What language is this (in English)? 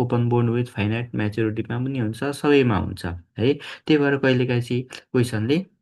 Nepali